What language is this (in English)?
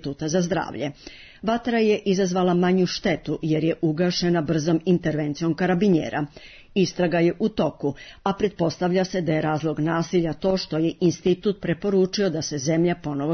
Serbian